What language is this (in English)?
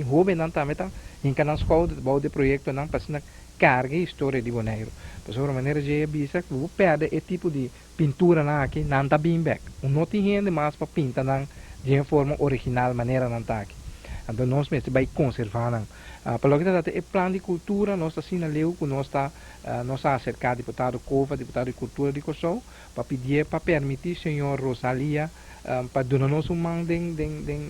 Papiamento